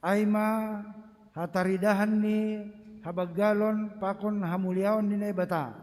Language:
Batak Simalungun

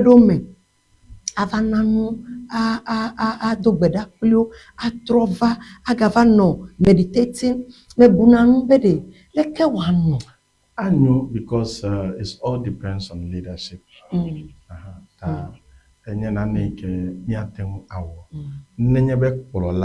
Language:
Ewe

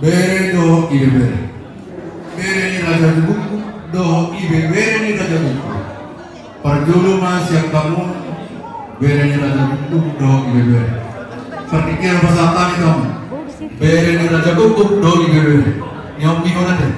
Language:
Batak Toba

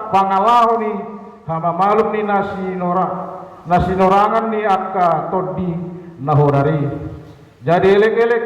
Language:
Batak Toba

